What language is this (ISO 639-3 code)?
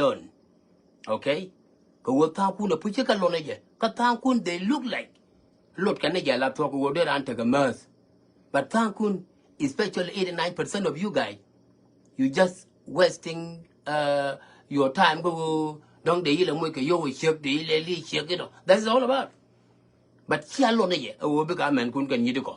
nus